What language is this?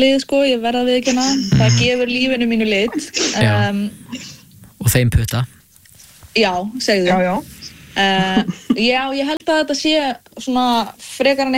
Icelandic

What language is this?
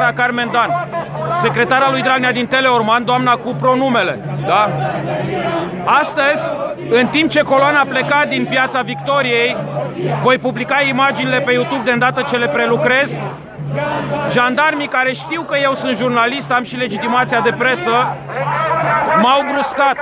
Romanian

